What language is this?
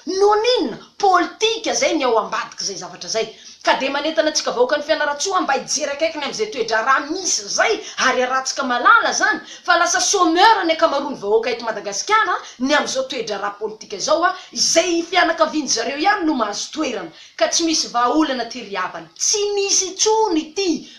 Malagasy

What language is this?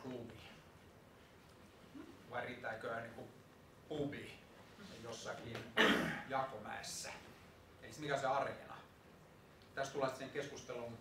Finnish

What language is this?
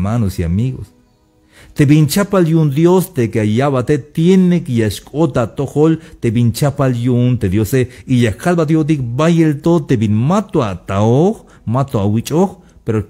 Tzeltal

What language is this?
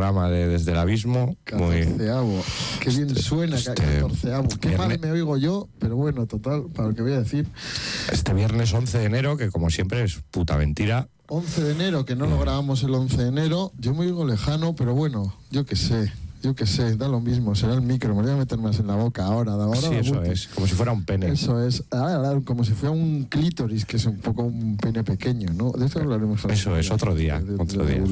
Spanish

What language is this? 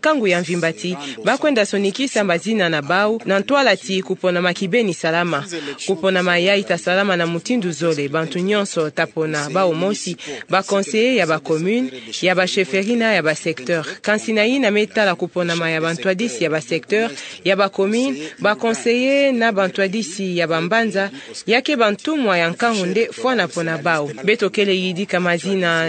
Kituba (Democratic Republic of Congo)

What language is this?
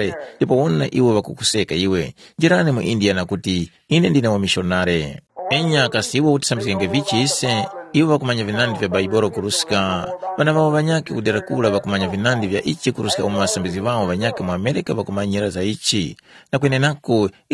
Tumbuka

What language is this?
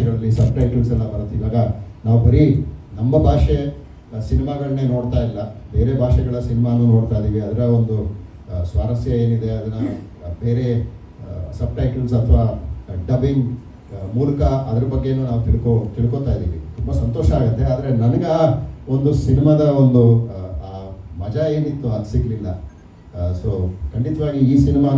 Kannada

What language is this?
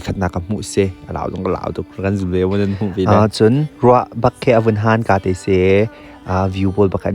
Hakha Chin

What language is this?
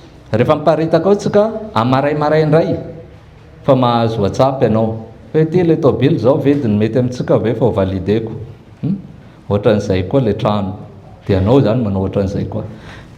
Malagasy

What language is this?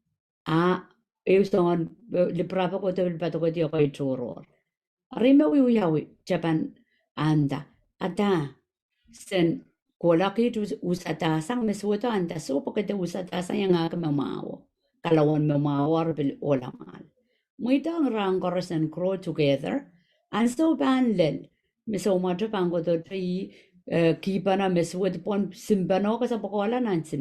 Pohnpeian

